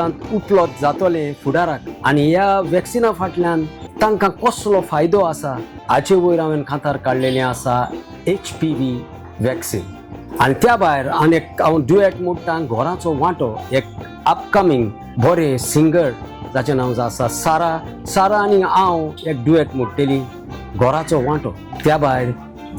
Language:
Konkani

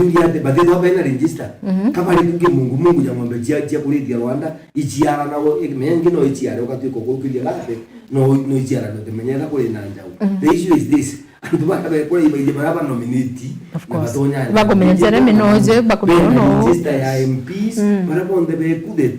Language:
Meru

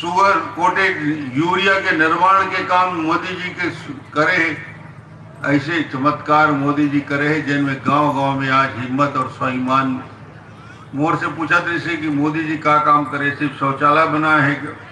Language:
Chhattisgarhi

